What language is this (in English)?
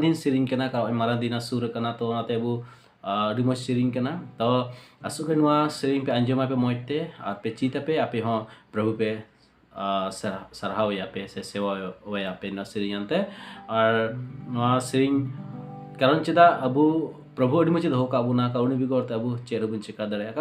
Santali